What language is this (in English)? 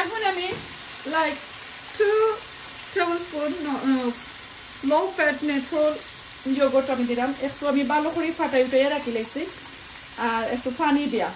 Sylheti